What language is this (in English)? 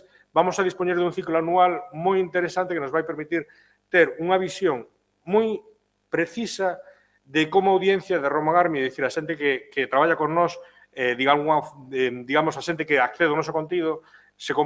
Galician